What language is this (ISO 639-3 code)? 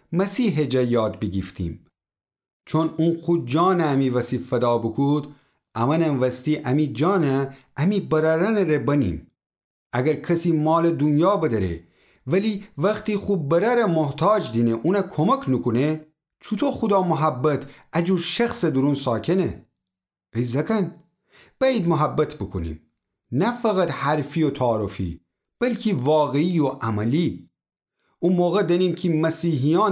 glk